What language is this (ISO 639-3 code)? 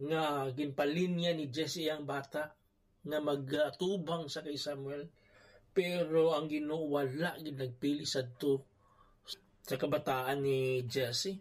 hil